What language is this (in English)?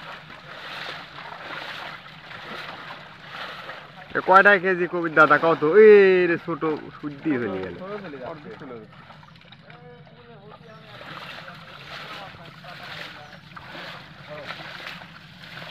Bangla